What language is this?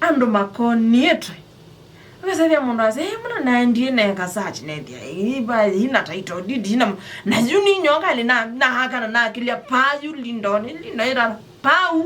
Kamba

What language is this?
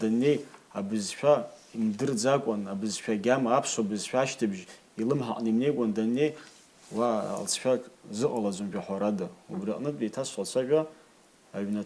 Abkhazian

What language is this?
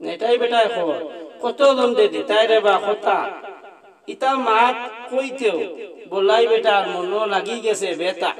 Sylheti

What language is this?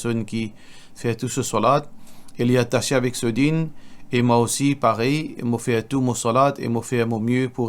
Morisyen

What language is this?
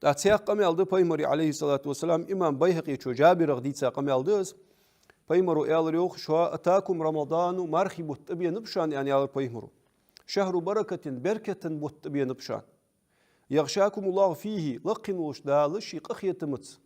Ingush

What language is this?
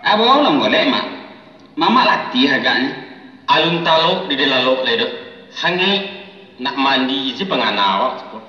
Minangkabau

